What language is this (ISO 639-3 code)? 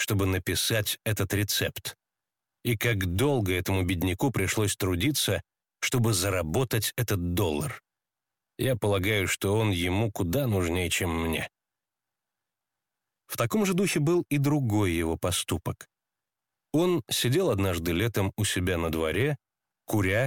rus